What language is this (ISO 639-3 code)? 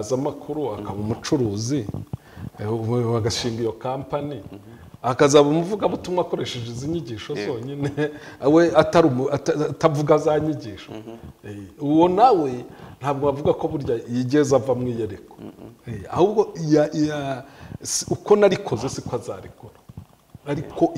kin